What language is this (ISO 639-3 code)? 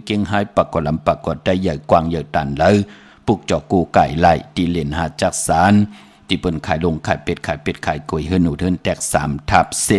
shn